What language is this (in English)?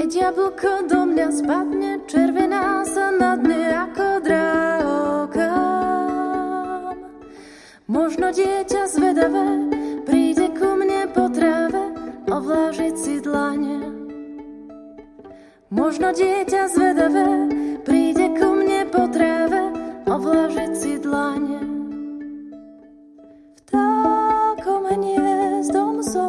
Slovak